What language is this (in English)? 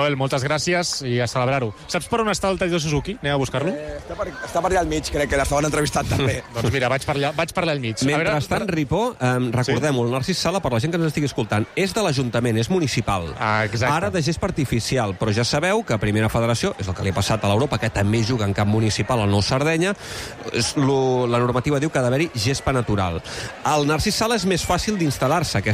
Catalan